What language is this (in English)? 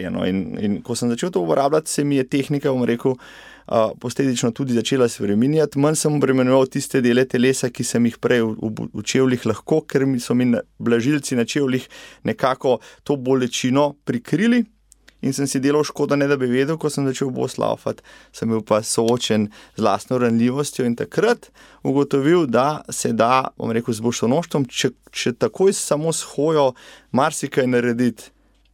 Slovenian